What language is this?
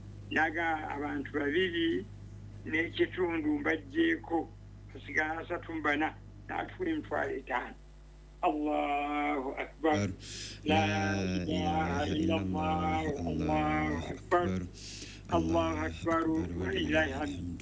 Ganda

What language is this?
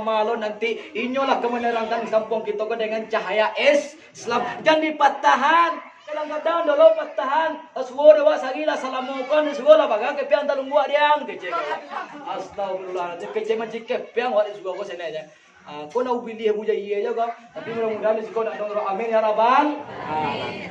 Minangkabau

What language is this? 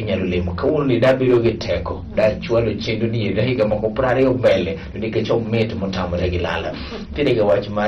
Luo (Kenya and Tanzania)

